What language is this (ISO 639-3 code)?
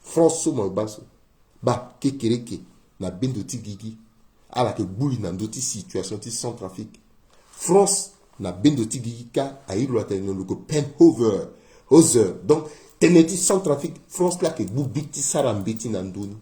sag